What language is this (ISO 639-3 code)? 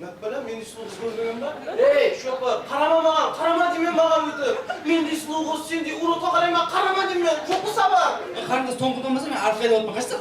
kaa